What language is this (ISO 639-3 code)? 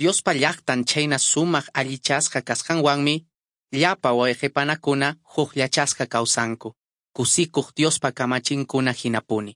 que